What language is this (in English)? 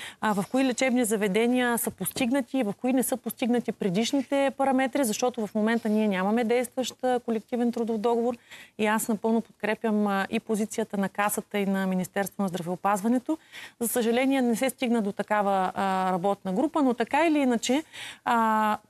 Bulgarian